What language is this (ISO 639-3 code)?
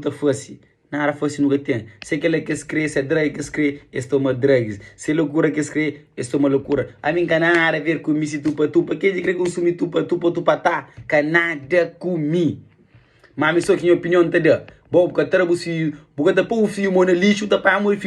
kea